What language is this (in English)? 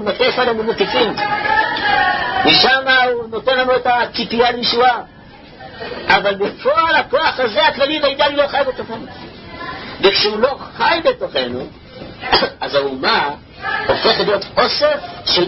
Hebrew